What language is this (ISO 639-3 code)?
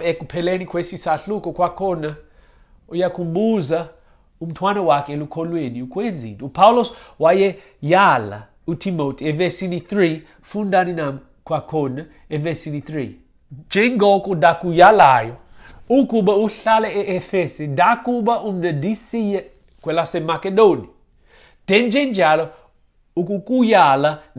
xho